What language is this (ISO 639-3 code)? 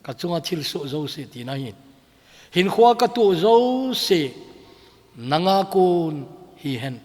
tcz